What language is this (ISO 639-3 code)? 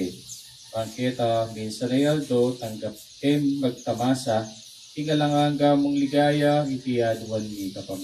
pam